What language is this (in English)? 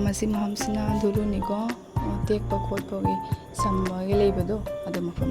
Manipuri